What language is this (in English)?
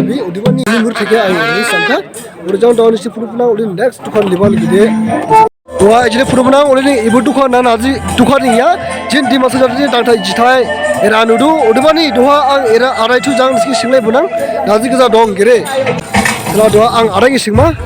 Dimasa